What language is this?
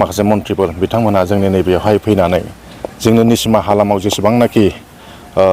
Bodo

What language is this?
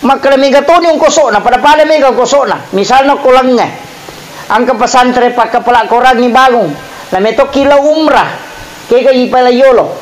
Buginese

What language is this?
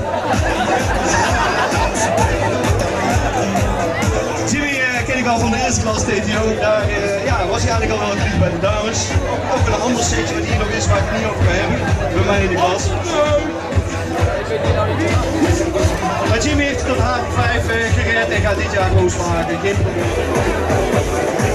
Dutch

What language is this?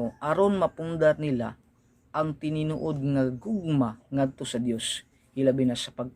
Cebuano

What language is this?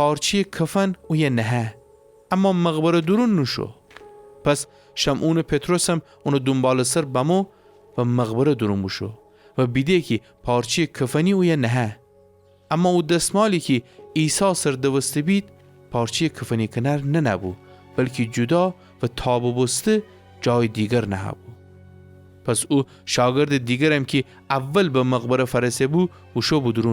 Gilaki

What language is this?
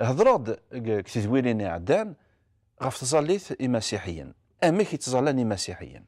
Kabyle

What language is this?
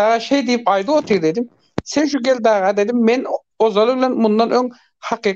Turkmen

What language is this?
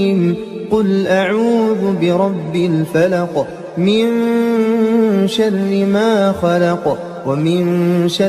Arabic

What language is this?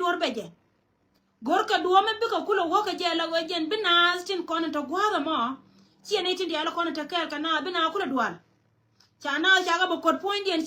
Nuer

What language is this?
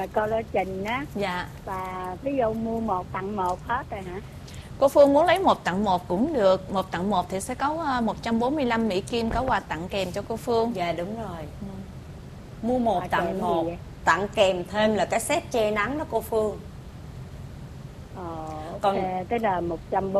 Vietnamese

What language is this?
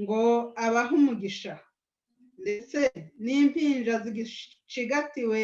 Kinyarwanda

